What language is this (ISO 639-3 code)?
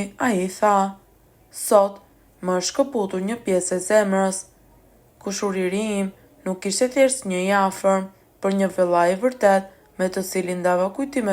sqi